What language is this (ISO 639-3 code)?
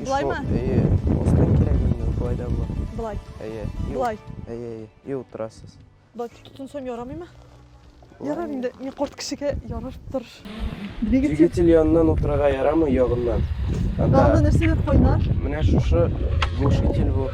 tat